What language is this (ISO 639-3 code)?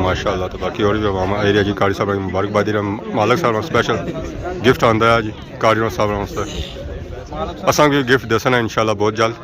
phr